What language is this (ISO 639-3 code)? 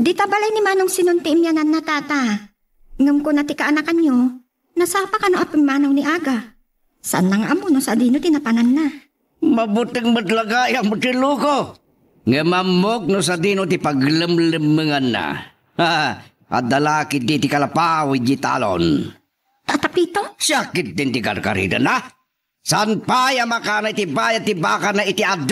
ilo